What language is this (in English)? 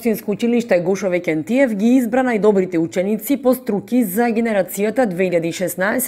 Macedonian